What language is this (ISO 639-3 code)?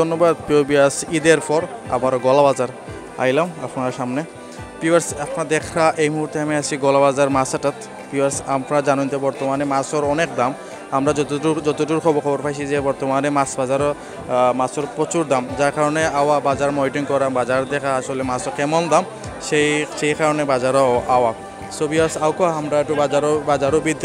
syl